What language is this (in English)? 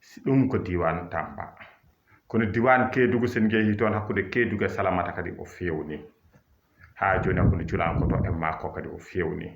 Fula